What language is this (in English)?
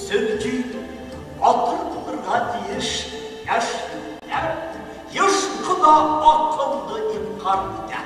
Bashkir